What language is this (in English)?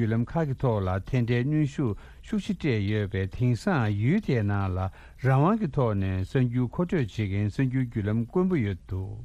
Tibetan